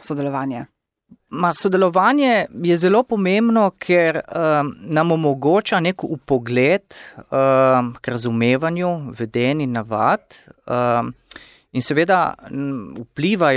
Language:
Slovenian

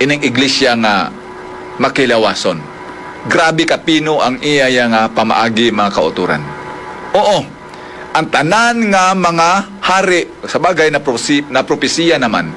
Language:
Hiligaynon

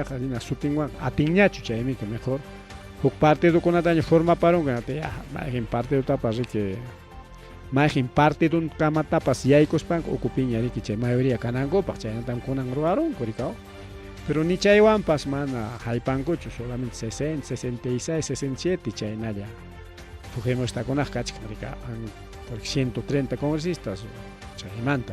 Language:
Ayacucho Quechua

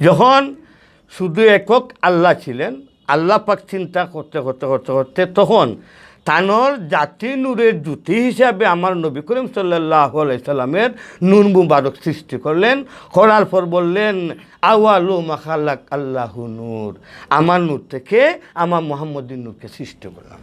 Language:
Sylheti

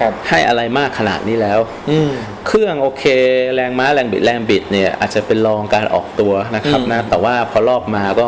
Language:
Thai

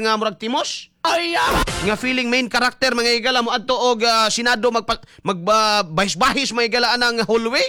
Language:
Cebuano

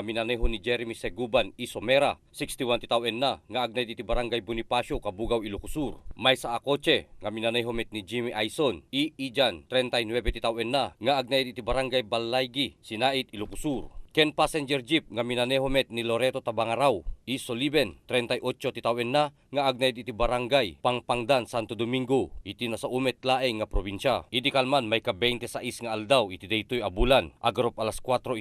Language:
Iloko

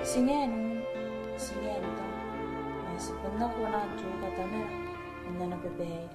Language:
Gilbertese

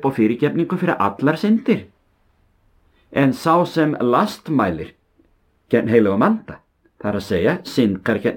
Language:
Icelandic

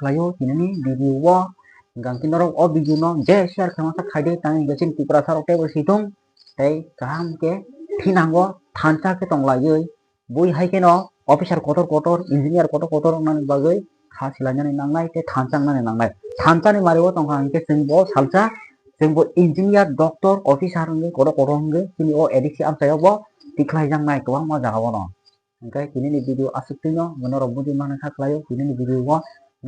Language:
Kok Borok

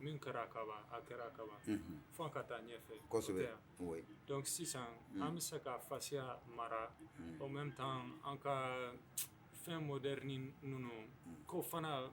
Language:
Bambara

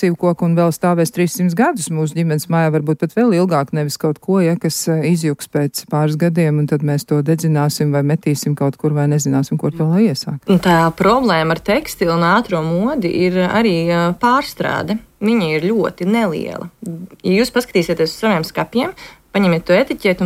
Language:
Latvian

